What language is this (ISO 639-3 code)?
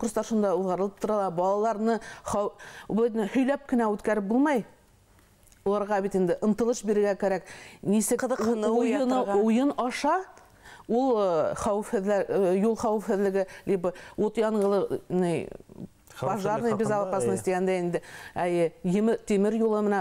bak